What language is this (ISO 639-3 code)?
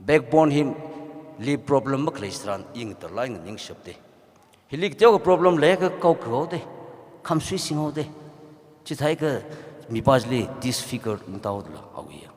nmf